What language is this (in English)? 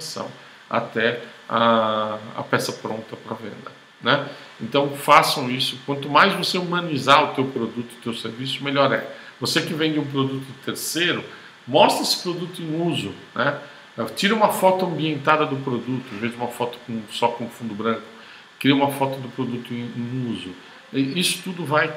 Portuguese